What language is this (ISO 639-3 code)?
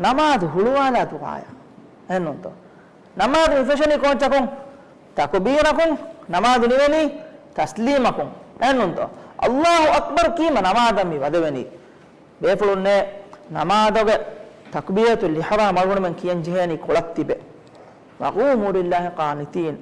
div